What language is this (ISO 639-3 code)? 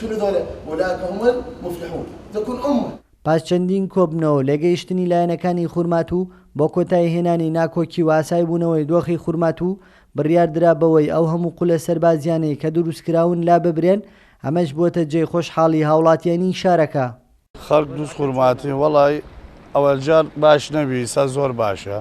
ckb